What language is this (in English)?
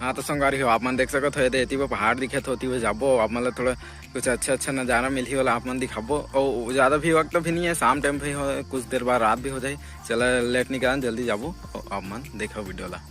Chhattisgarhi